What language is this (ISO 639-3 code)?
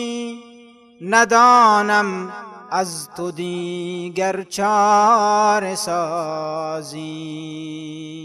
fas